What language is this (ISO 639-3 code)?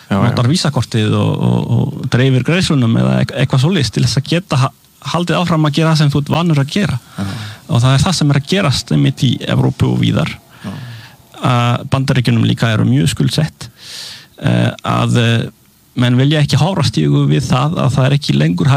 isl